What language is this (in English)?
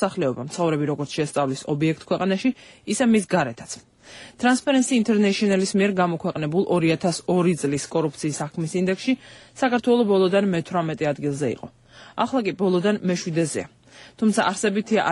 Georgian